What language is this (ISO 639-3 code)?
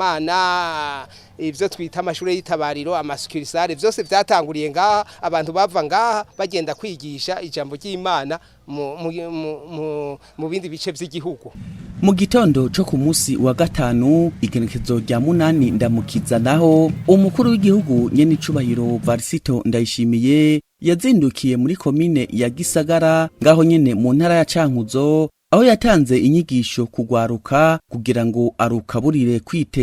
run